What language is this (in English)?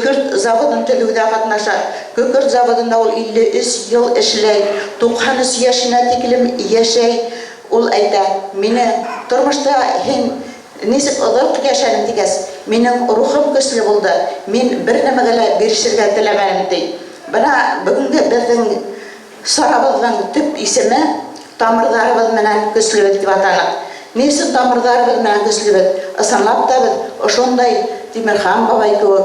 Bashkir